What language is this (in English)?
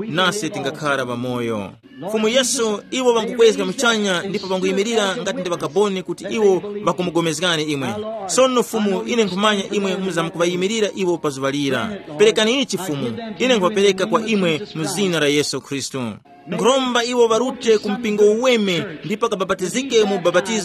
Tumbuka